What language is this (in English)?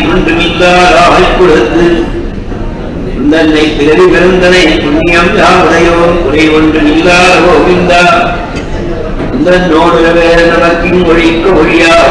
Tamil